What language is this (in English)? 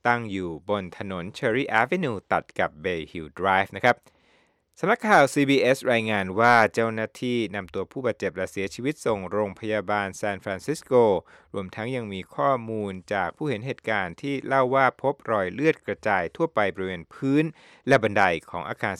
Thai